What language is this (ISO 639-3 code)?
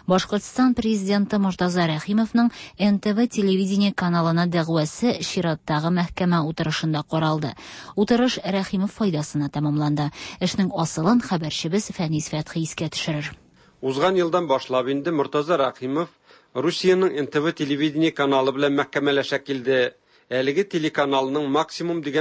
tat